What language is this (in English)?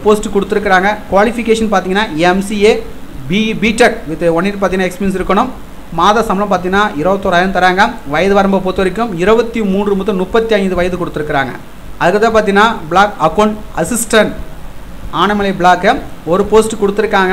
Tamil